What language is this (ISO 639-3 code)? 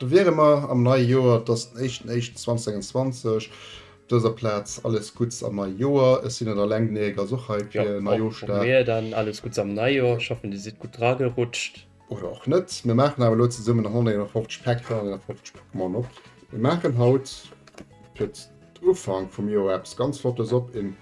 ltz